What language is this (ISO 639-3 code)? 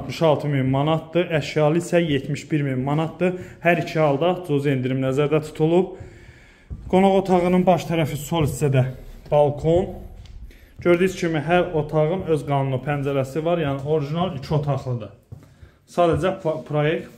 aze